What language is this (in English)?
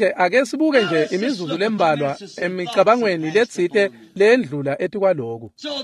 Swati